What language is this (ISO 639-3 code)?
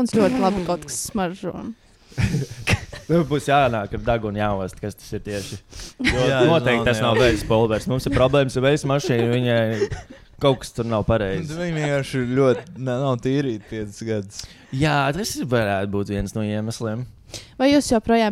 lav